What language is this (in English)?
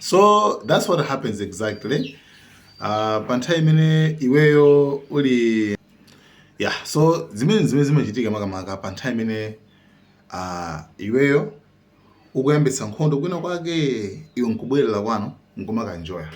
Nyanja